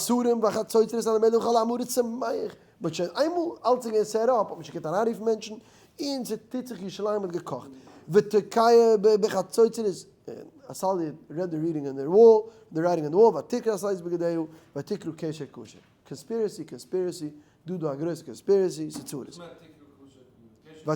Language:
Yiddish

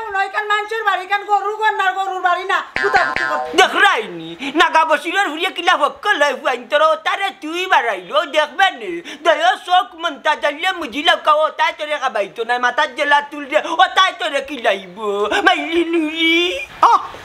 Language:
Sylheti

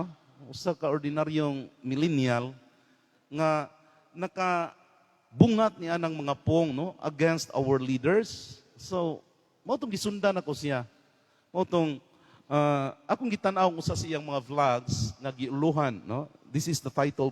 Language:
Cebuano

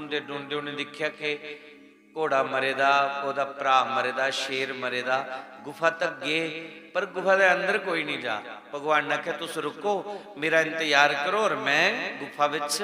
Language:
Dogri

